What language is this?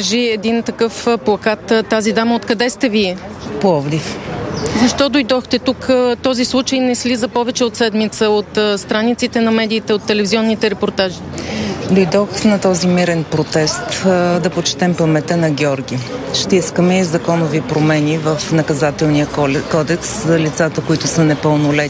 Bulgarian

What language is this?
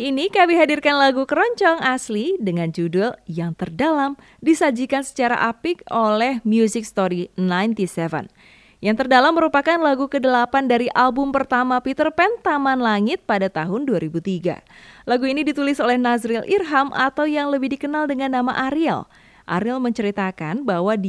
Indonesian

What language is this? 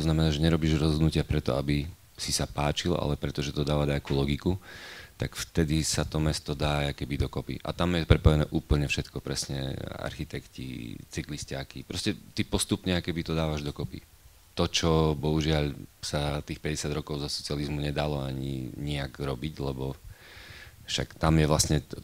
Slovak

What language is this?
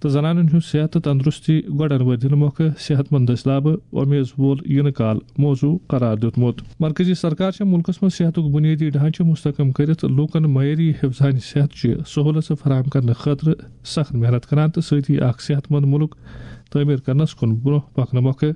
Kashmiri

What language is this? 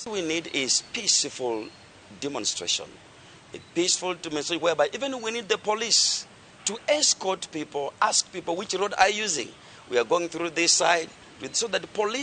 Kikuyu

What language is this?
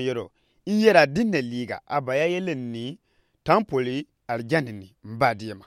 Gourmanchéma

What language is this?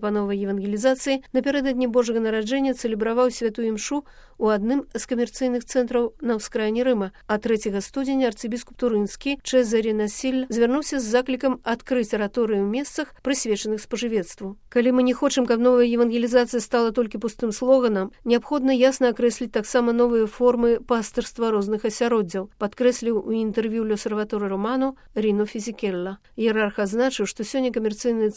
Belarusian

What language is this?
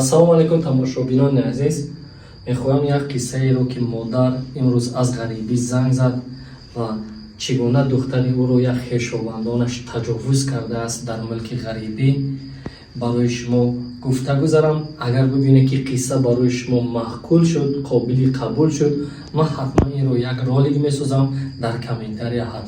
Tajik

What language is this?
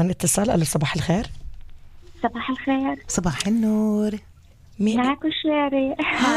North Levantine Arabic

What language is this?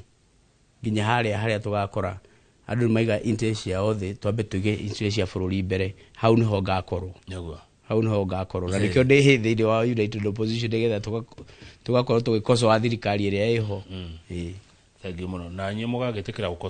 Kikuyu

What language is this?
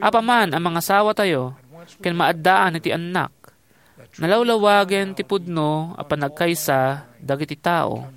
Iloko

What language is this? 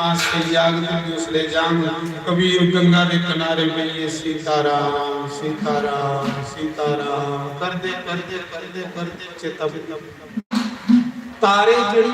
Dogri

